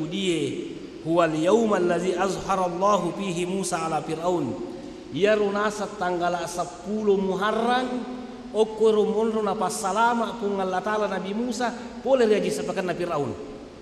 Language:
Buginese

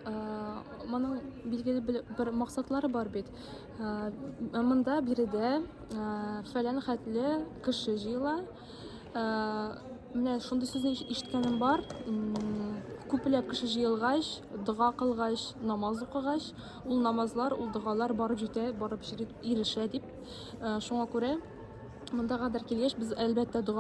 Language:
Tatar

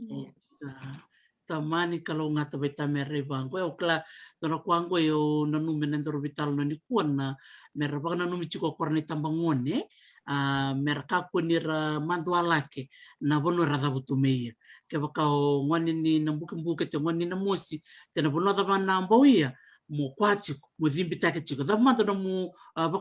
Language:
Fijian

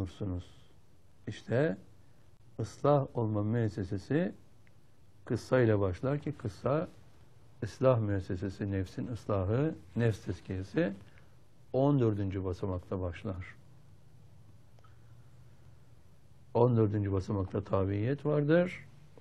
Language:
Turkish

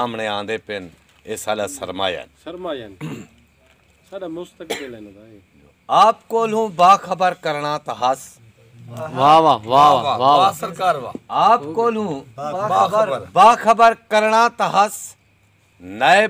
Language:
Saraiki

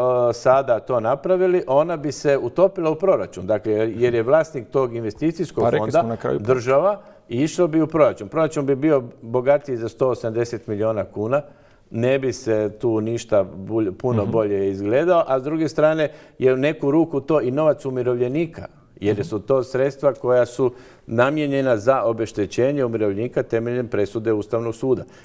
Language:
Croatian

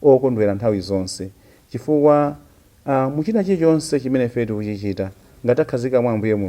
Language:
Nyanja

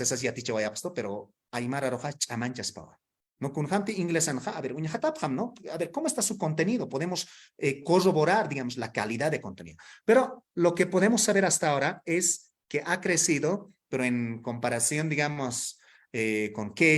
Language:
Aymara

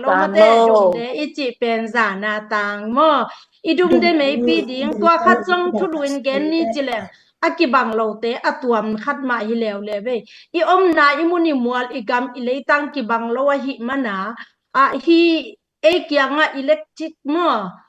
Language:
Tedim Chin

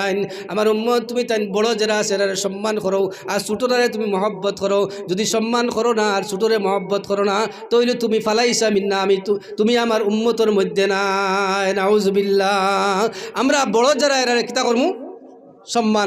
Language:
Sylheti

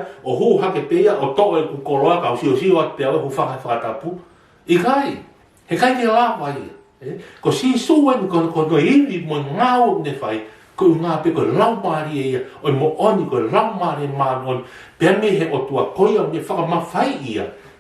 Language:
Tongan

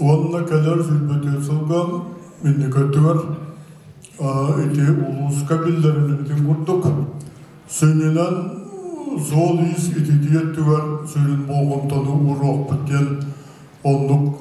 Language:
Yakut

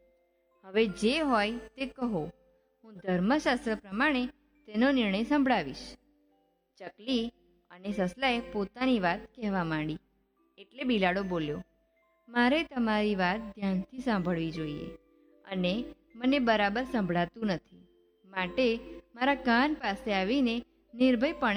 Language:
Gujarati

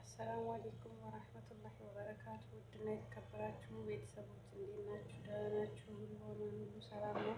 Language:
Amharic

